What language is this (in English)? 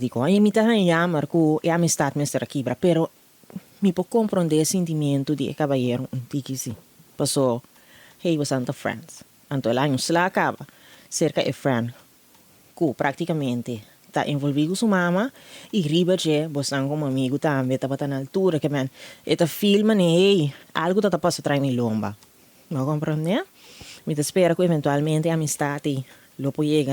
Papiamento